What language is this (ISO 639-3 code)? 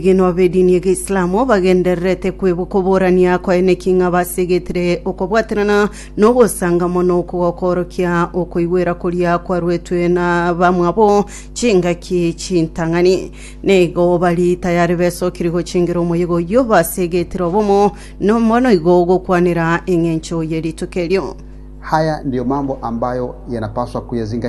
guz